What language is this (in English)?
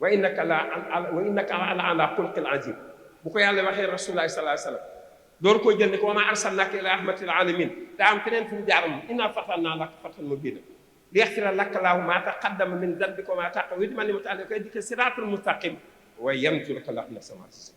Wolof